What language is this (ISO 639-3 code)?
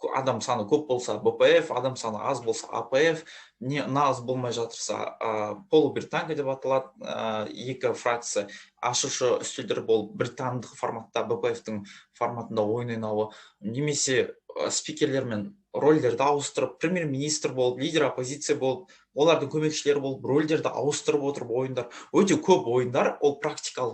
kaz